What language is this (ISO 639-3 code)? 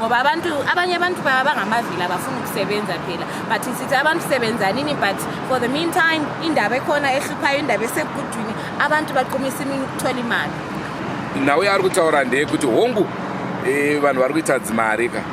sna